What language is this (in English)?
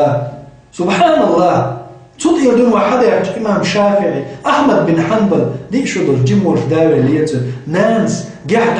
Chechen